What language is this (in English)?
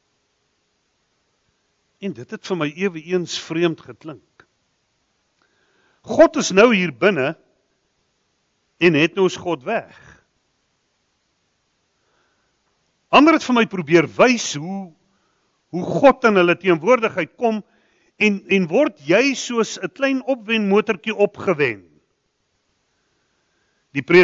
Afrikaans